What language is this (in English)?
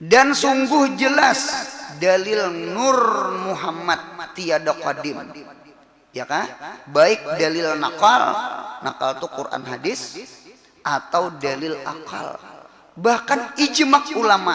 Banjar